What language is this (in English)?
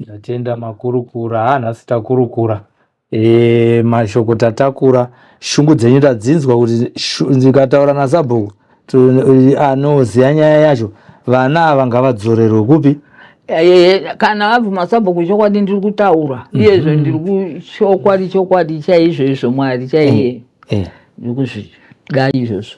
Shona